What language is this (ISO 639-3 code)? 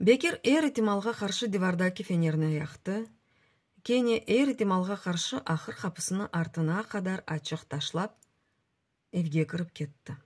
crh